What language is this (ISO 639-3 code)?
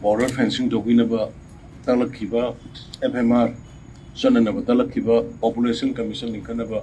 mni